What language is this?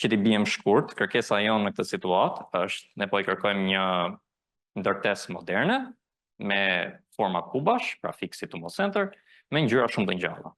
Albanian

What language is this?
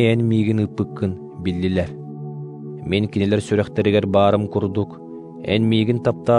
Yakut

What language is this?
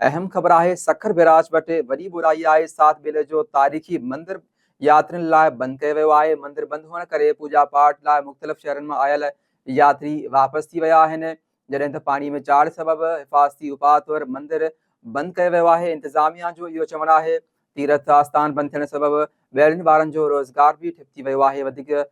Sindhi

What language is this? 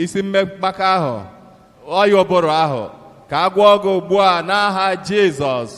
Igbo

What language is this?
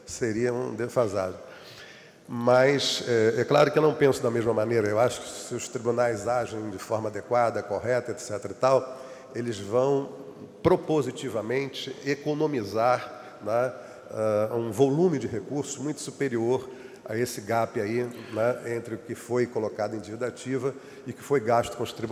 Portuguese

